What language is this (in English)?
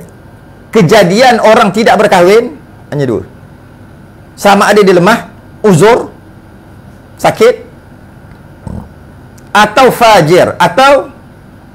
Malay